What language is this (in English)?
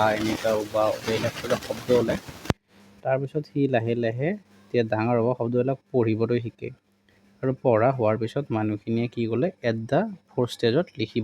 Assamese